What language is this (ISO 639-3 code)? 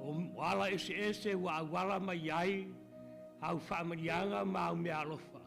smo